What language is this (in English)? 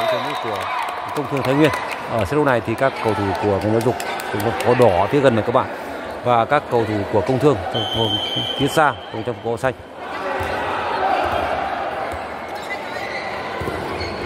Vietnamese